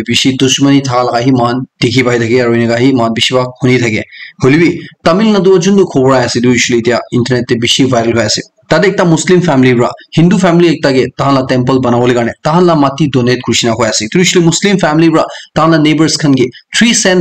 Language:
Naga Pidgin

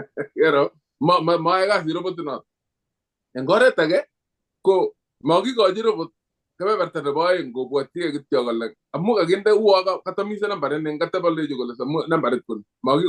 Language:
Kalenjin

